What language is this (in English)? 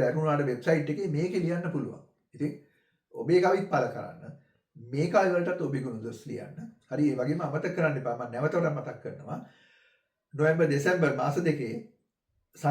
Sinhala